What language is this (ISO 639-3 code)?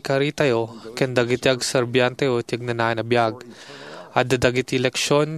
ilo